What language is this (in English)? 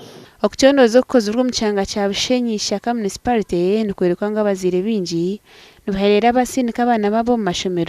Nyankole